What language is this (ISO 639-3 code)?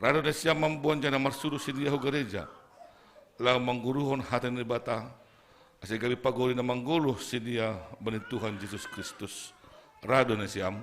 bts